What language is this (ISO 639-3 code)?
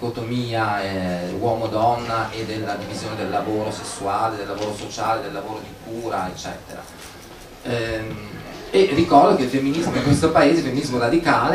ita